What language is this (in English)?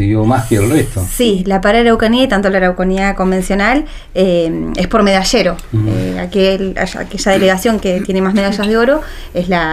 Spanish